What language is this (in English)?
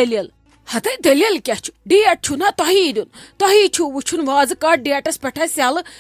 Kashmiri